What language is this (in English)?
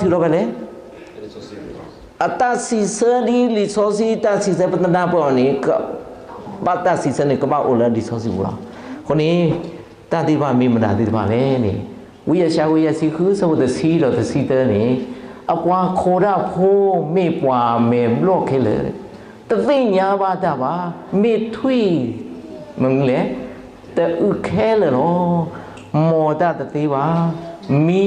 S'gaw Karen